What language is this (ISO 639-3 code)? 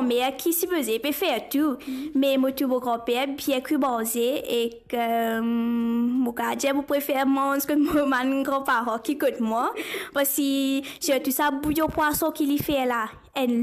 mfe